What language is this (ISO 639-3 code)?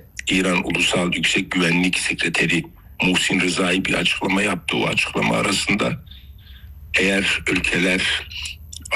tur